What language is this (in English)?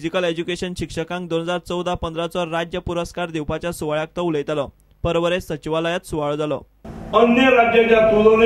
Konkani